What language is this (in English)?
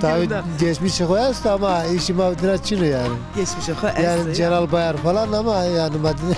Zaza